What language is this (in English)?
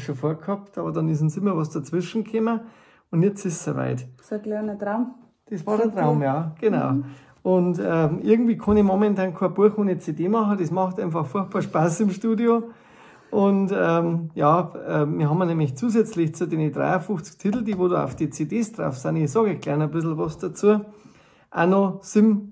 Bavarian